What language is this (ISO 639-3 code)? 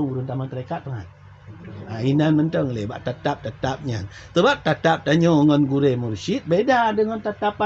ace